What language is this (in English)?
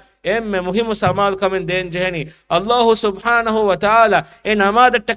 Divehi